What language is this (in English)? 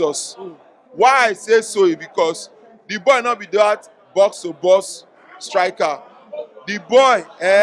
Nigerian Pidgin